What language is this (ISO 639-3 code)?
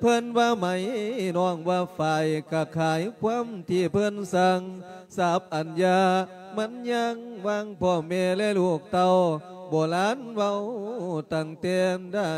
lao